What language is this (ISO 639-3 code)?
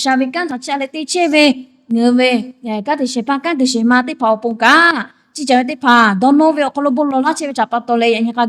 lhu